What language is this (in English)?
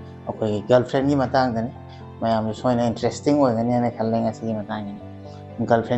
Manipuri